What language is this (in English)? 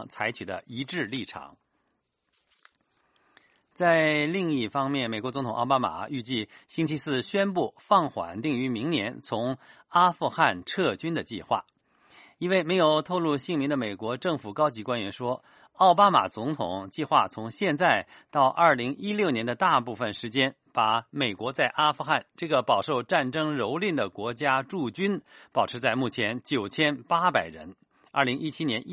Chinese